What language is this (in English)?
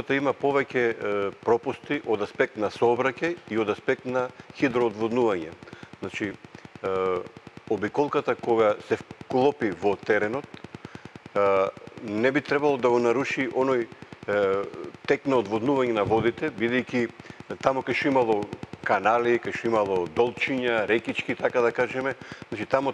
Macedonian